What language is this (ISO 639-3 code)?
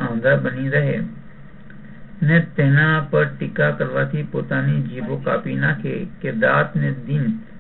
guj